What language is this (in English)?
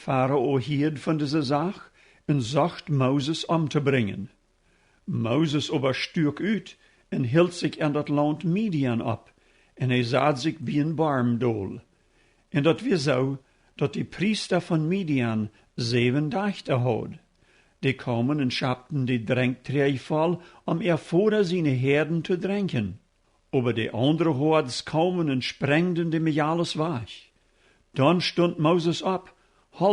Plautdietsch